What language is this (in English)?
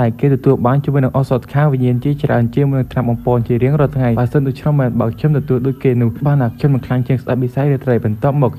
Khmer